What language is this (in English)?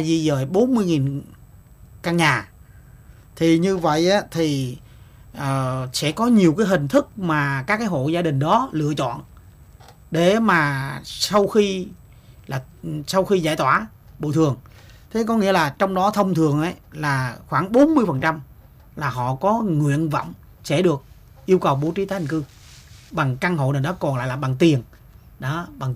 Vietnamese